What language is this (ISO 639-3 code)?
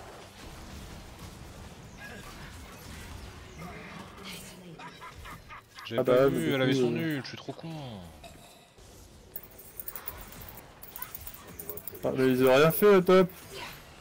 fra